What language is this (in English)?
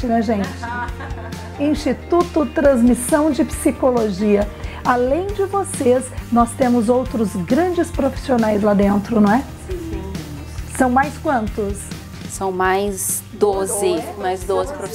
Portuguese